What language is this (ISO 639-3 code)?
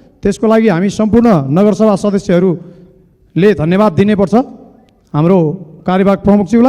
nep